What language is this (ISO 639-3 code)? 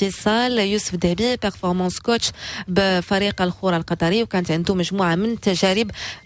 ary